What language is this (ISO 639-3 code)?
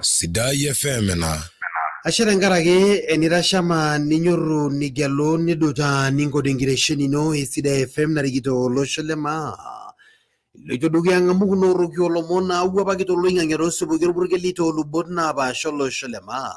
mas